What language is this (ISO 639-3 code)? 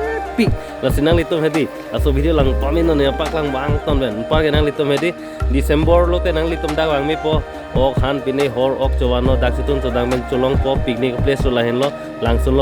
mjw